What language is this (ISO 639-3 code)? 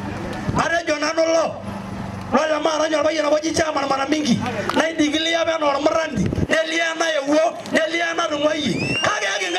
mas